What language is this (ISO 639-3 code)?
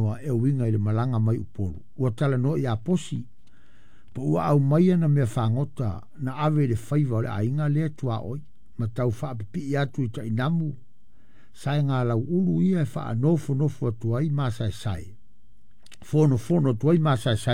smo